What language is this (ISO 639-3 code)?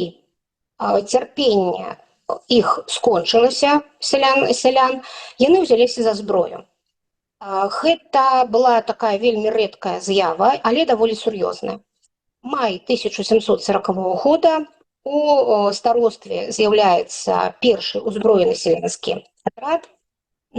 bel